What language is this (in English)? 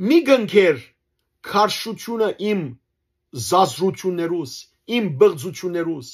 Western Armenian